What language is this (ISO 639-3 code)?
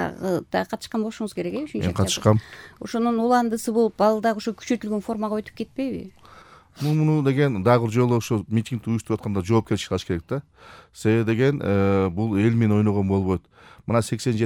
kir